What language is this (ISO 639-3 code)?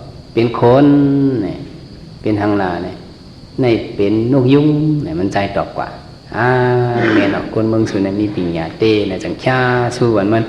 shn